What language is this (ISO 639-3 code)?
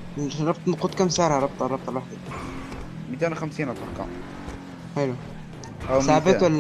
apc